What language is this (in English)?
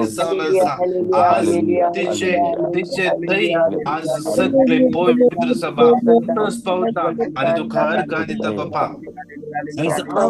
Konkani